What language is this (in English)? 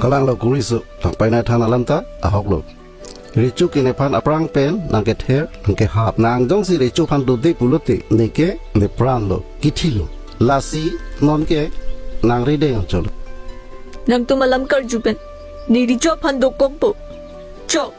Karbi